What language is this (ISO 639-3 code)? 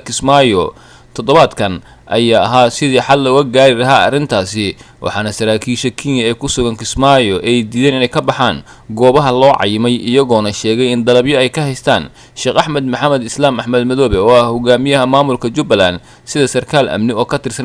som